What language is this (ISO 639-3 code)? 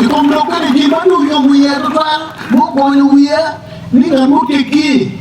ach